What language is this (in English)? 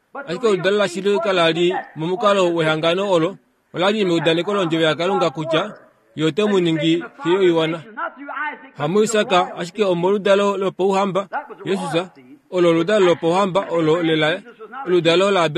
Kuanyama